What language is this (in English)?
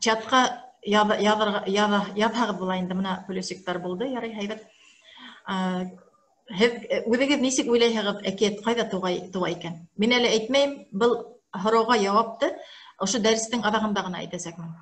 Bashkir